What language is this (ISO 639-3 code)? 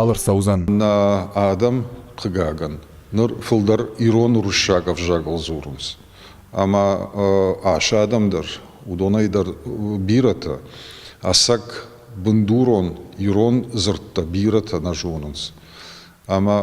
oss